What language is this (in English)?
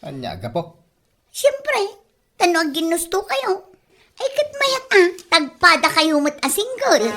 Iloko